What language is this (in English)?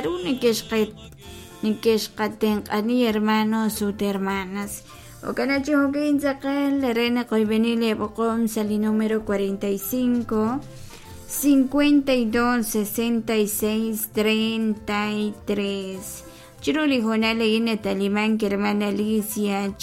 Kekchí